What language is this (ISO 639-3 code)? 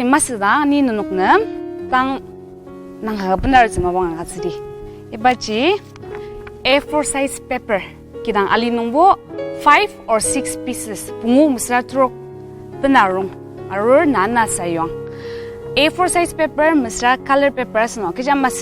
njo